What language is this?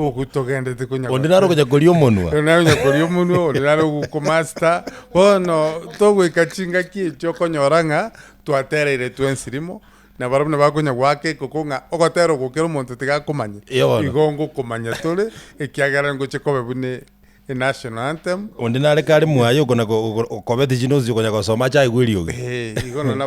Gusii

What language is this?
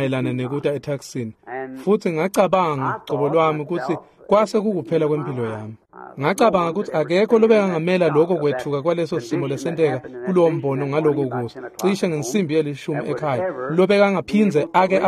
Swati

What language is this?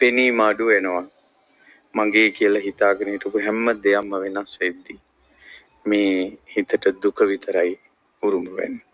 Sinhala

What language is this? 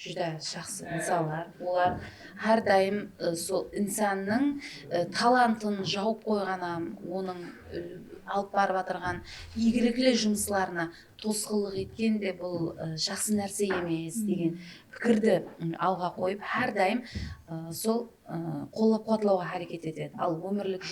Kara-Kalpak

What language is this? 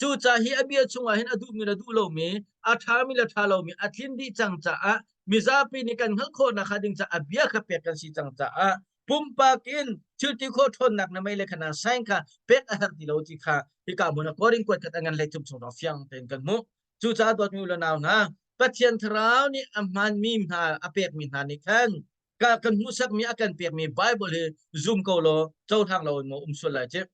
Hakha Chin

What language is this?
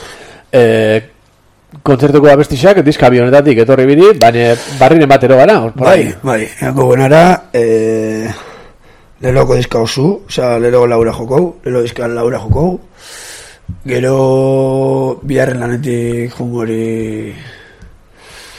Basque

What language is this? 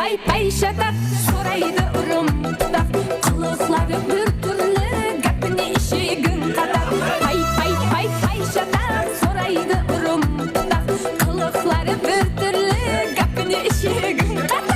Kara-Kalpak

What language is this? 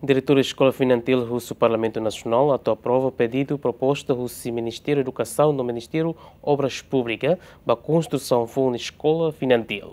Tetum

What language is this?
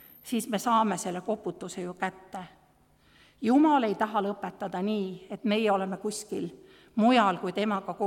Estonian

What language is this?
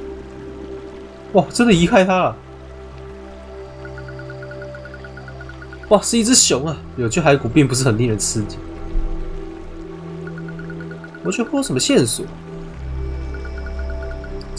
Chinese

